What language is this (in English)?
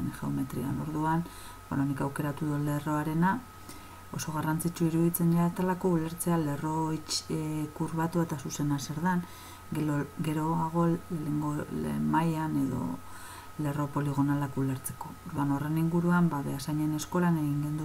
Basque